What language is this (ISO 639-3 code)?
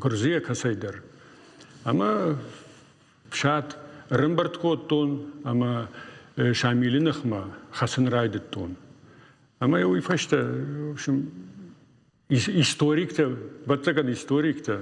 oss